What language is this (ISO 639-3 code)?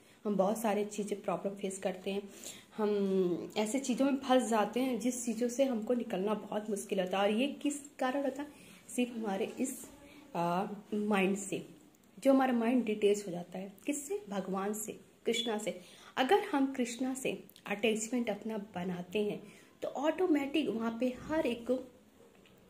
hin